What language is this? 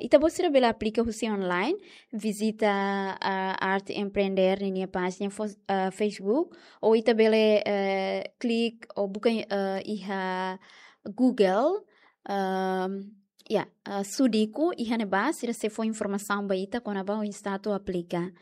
Tetum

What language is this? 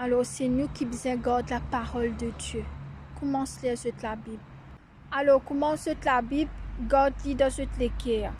Morisyen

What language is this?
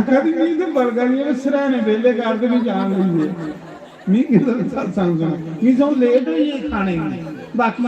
Dogri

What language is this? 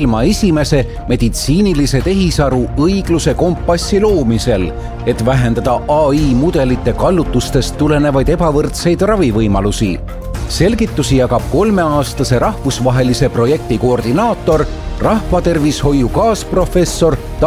Estonian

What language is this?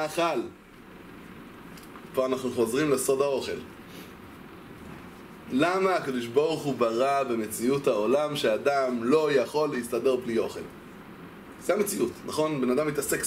Hebrew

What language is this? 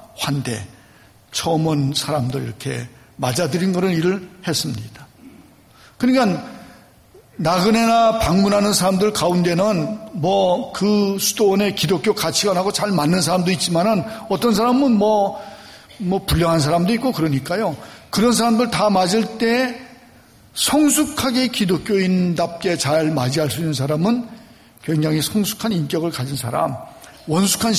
Korean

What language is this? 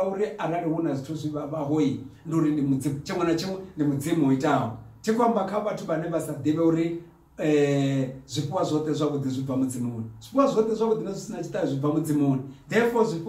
Venda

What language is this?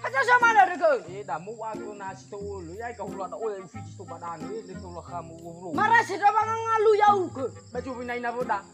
Nias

